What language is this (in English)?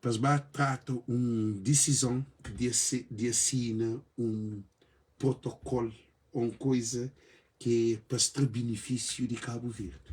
Kabuverdianu